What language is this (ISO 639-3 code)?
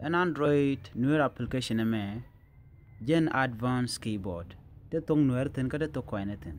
nus